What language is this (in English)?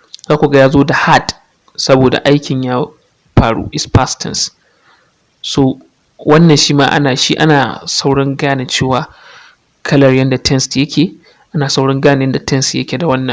Hausa